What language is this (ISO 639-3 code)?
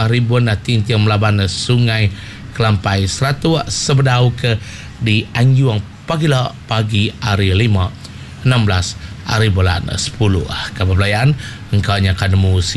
iba